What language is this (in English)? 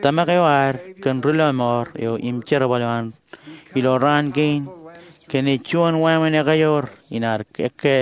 Marshallese